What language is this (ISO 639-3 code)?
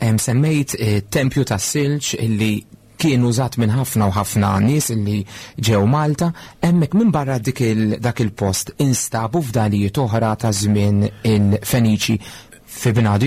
mlt